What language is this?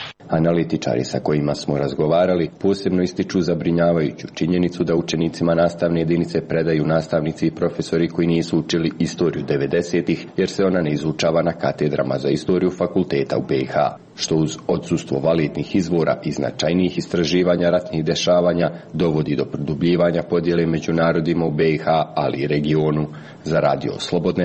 Serbian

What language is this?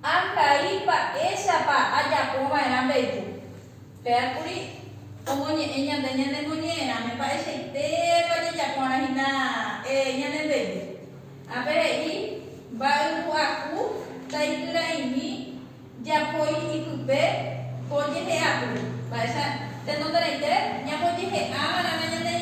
Guarani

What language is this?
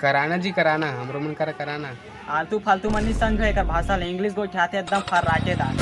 Chhattisgarhi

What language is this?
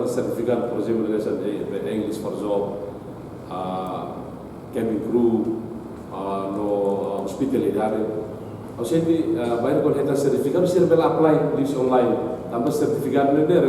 Tetum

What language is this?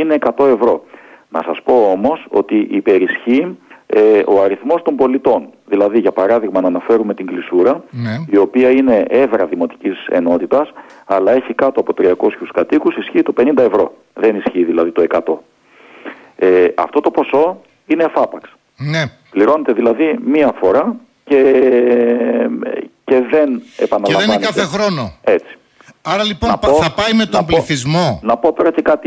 Greek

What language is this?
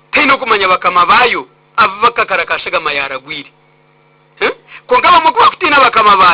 Nyankole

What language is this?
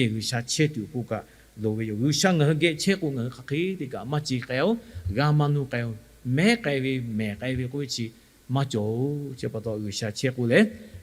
Lahu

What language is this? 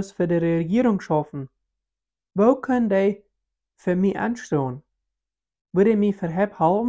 Plautdietsch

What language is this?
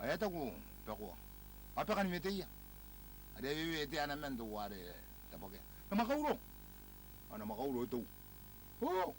Gilbertese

